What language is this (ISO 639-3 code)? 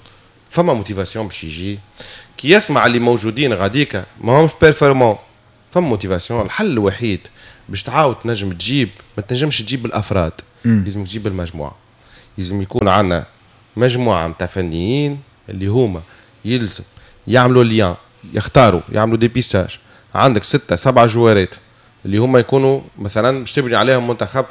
aeb